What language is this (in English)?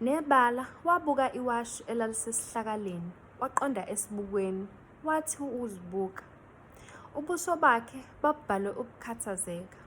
Zulu